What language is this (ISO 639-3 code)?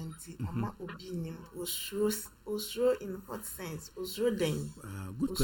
aka